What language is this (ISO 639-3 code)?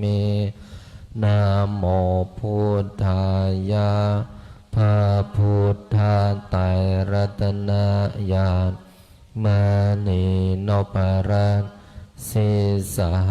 pli